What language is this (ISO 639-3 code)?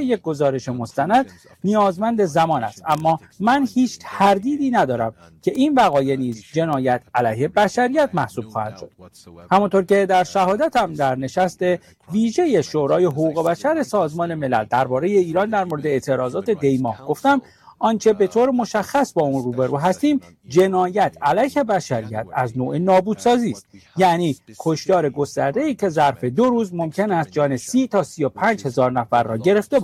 fas